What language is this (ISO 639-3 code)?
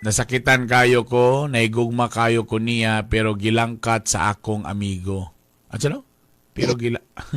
ceb